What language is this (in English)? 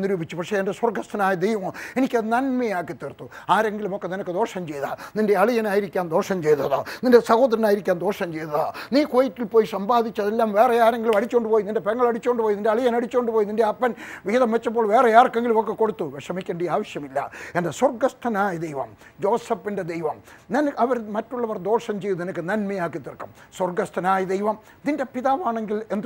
Malayalam